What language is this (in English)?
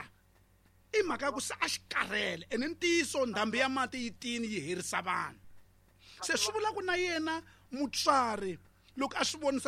Tsonga